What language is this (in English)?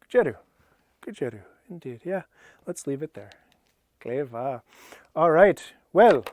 Scottish Gaelic